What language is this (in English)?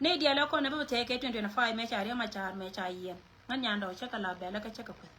Nuer